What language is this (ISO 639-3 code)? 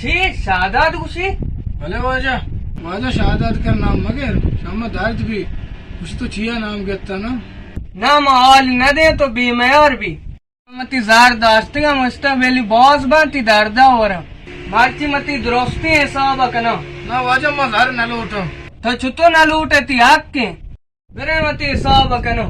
bal